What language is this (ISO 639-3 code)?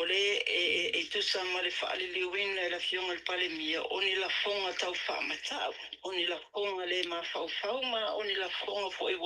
smo